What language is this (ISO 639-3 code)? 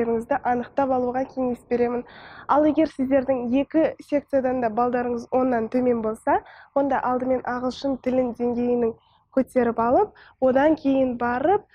kaz